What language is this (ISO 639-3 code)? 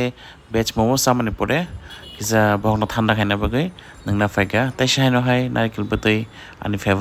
trp